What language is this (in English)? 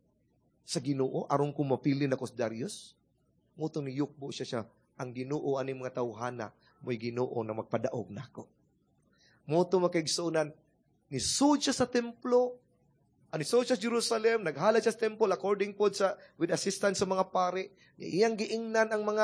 Cebuano